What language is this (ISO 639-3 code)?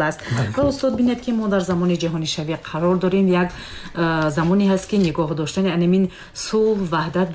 tgk